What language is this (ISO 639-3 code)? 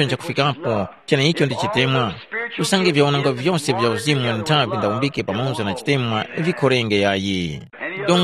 tum